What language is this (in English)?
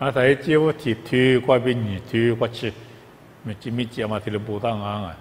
Lisu